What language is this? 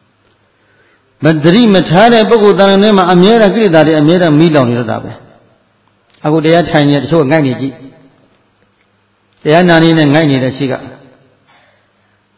Burmese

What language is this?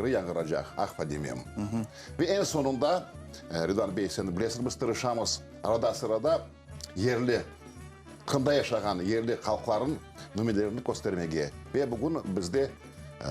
Crimean Tatar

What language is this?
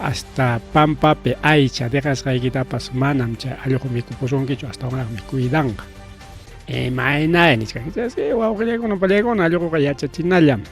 Ayacucho Quechua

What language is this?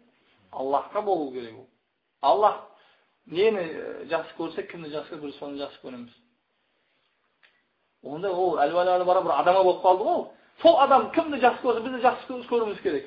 Kazakh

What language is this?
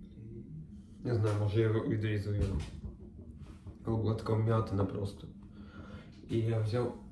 Ukrainian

